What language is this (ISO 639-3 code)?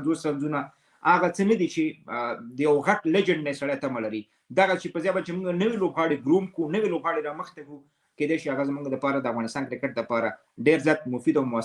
pus